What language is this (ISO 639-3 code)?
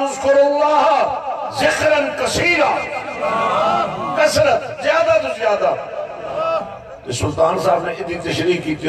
urd